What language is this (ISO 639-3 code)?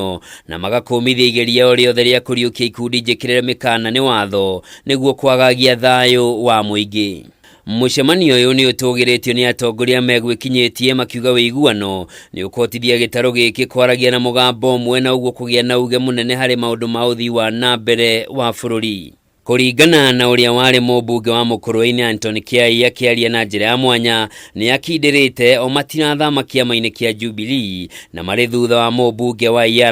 kik